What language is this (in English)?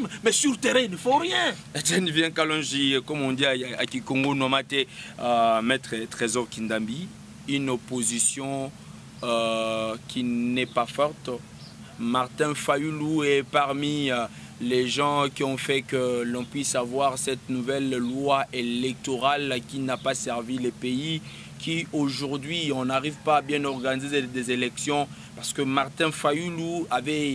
French